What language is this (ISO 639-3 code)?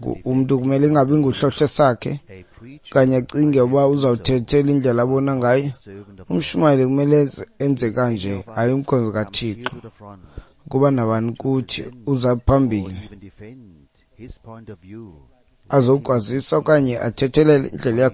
xho